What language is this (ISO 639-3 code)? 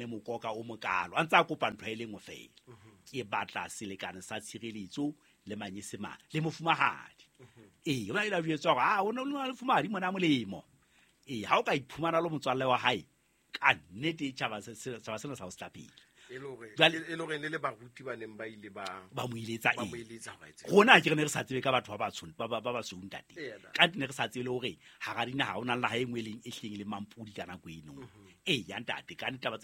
sot